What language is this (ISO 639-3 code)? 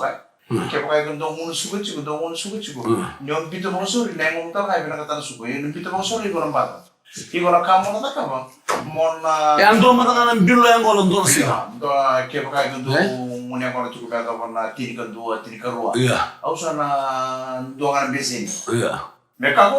fij